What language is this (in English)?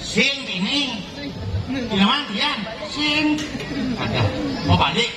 Balinese